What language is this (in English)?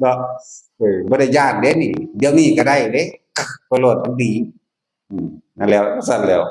Northeastern Thai